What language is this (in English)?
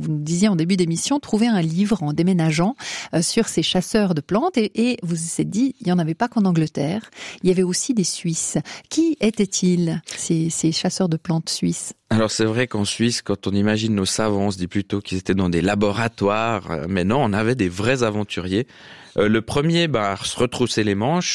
French